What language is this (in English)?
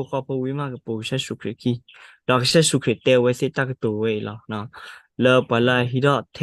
S'gaw Karen